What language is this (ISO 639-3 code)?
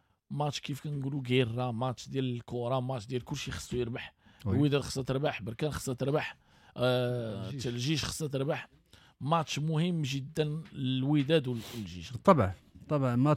ary